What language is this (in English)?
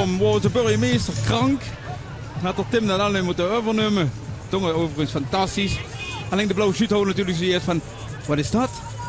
Limburgish